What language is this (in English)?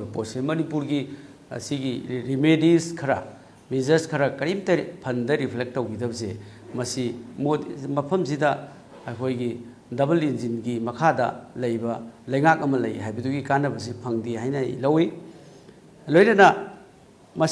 Manipuri